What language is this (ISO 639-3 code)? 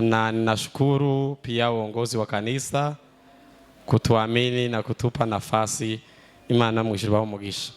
kin